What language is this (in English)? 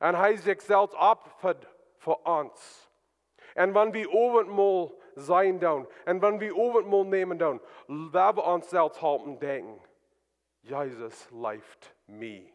Plautdietsch